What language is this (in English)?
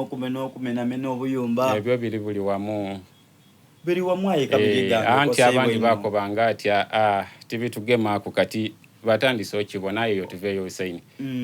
Soga